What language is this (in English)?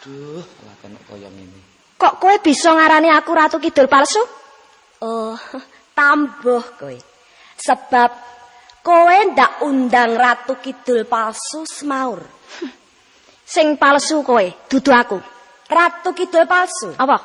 Javanese